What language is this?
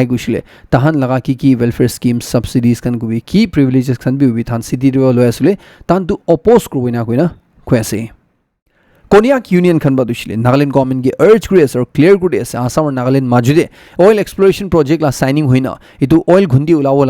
Naga Pidgin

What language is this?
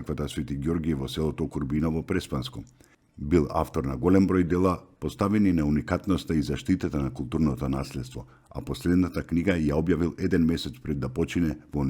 Macedonian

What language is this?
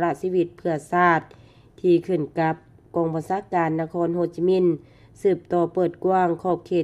Lao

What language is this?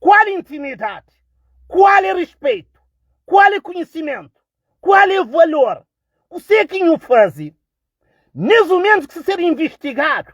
Kabuverdianu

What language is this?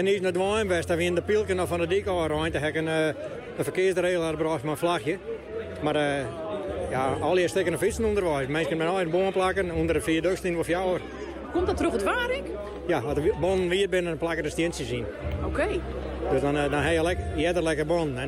Western Frisian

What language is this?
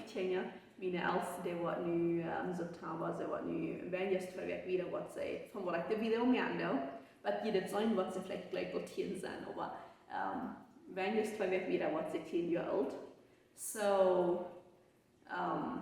Plautdietsch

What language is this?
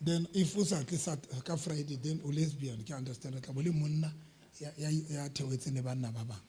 Southern Sotho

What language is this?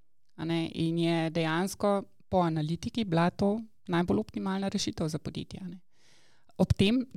Slovenian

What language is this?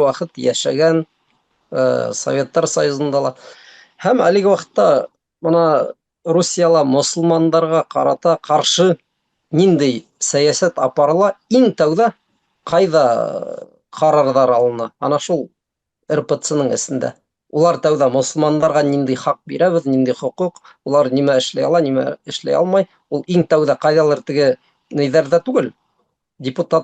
Bashkir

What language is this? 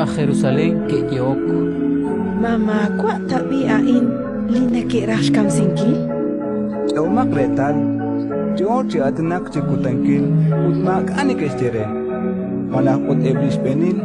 Kekchí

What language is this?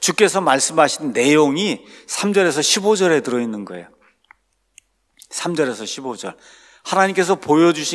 Korean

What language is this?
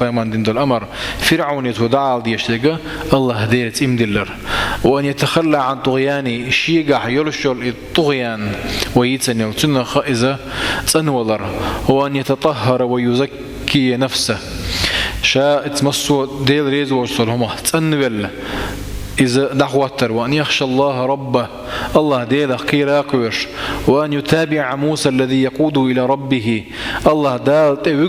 Chechen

